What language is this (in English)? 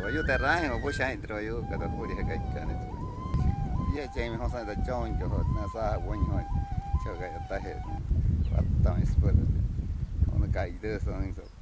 Wayuu